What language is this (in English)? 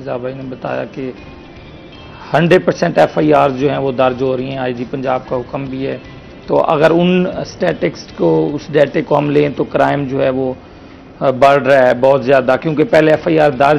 Urdu